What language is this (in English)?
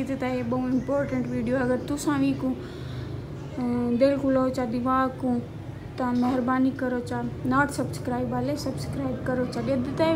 Saraiki